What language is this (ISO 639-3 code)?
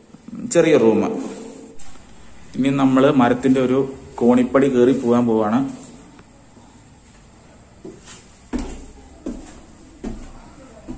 mal